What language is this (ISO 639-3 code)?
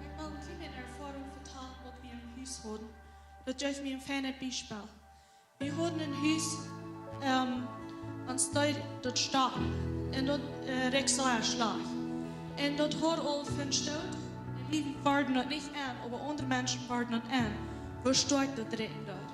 pdt